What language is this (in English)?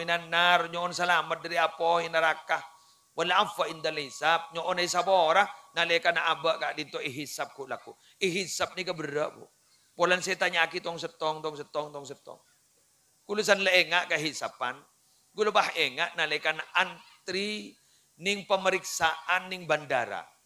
Madurese